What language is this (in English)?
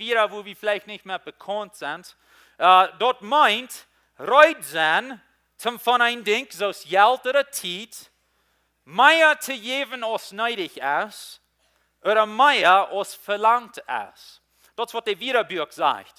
Plautdietsch